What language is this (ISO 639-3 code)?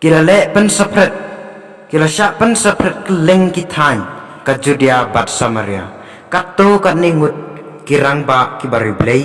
kha